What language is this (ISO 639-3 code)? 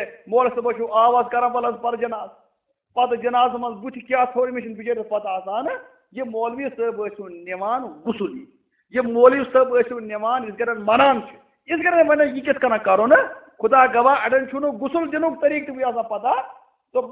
kas